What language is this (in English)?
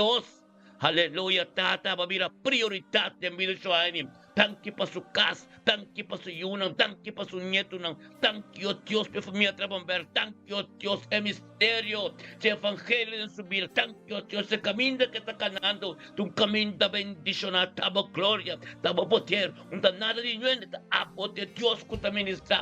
Papiamento